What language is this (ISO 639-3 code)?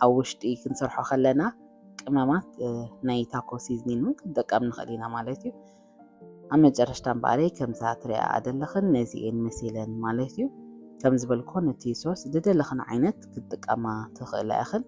tir